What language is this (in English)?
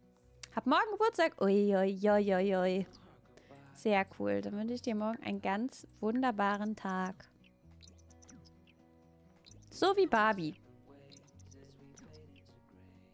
German